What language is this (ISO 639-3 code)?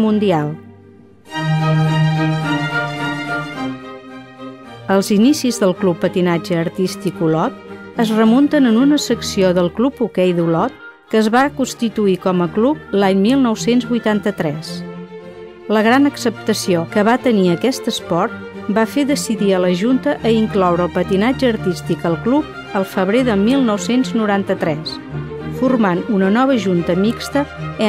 cat